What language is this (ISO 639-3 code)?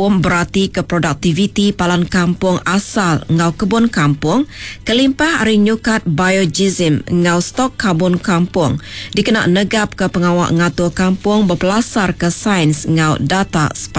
iba